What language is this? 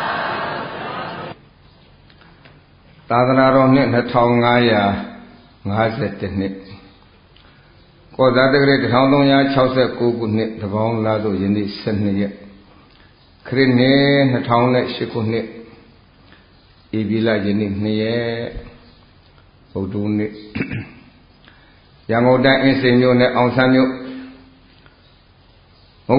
Burmese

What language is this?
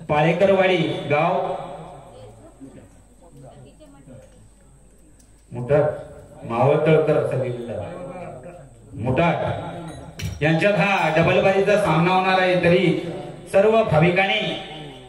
Marathi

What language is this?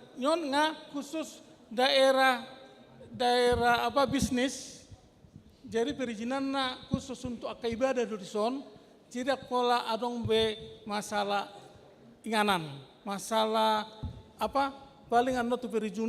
Batak Toba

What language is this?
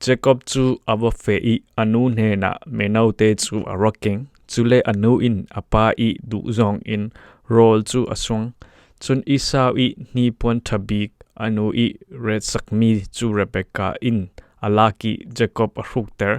Falam Chin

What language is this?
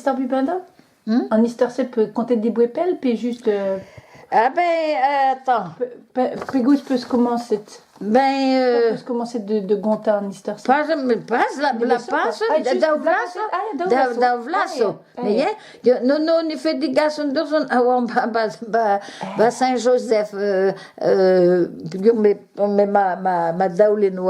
Breton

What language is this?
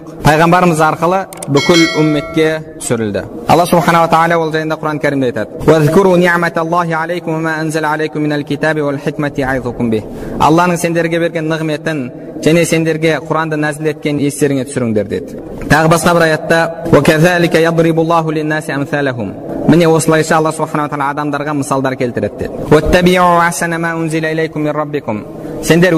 Kazakh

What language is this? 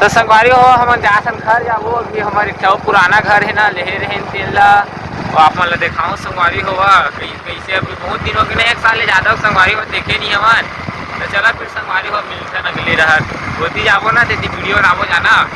Chhattisgarhi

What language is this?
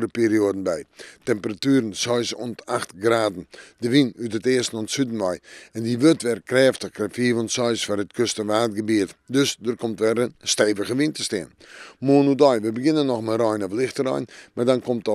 Western Frisian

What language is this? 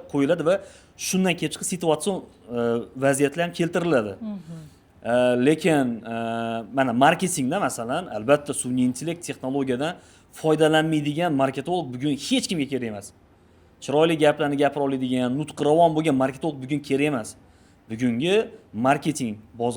Uzbek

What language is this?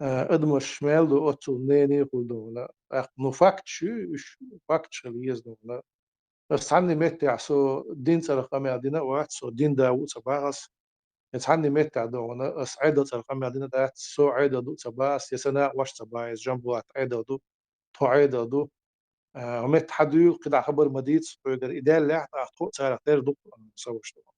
Chechen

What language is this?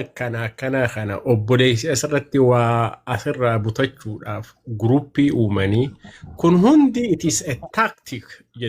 Oromo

